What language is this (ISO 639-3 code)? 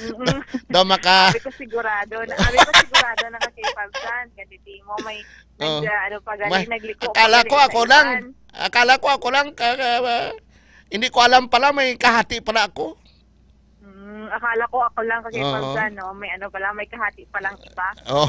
hil